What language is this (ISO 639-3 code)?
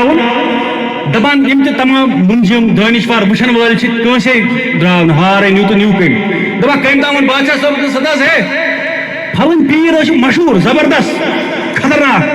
kas